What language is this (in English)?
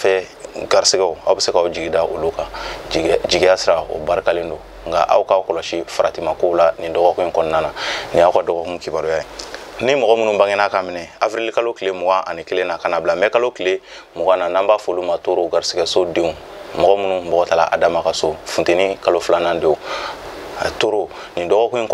Bambara